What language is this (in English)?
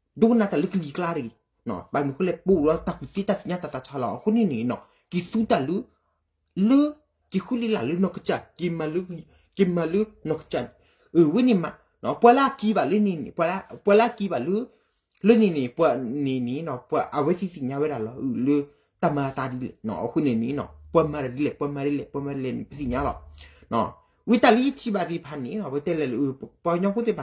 S'gaw Karen